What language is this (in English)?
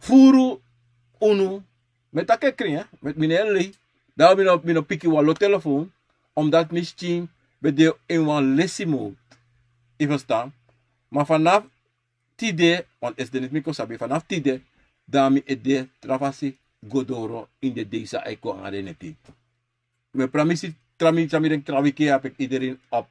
Sranan Tongo